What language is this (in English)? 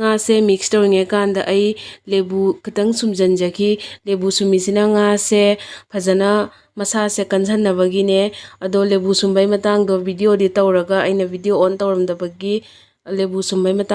Manipuri